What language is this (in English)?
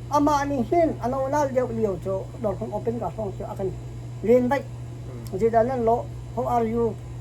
Hakha Chin